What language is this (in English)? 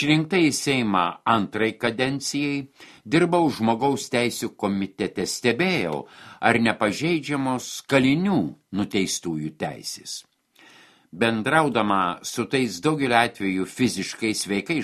Lithuanian